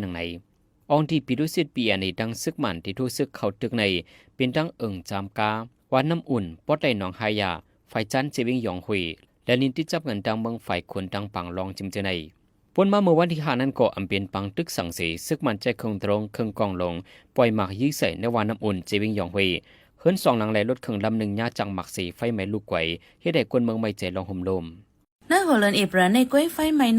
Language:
Shan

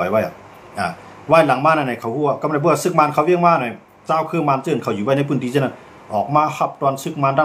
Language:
Shan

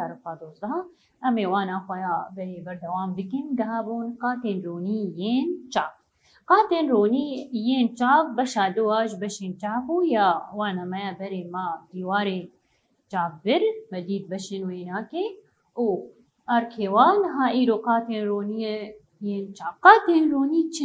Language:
Kurdish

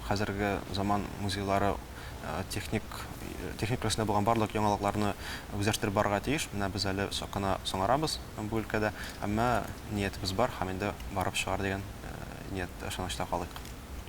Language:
Tatar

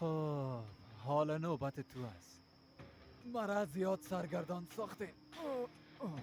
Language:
Persian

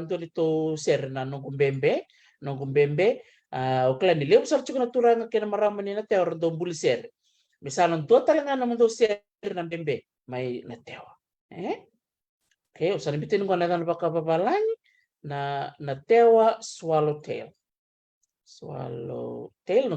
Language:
Fijian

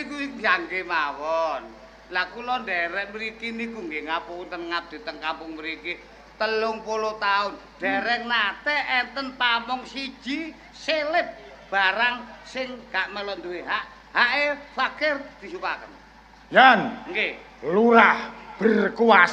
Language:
Javanese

